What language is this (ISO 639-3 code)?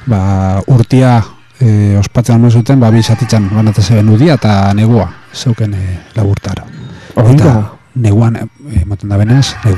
eus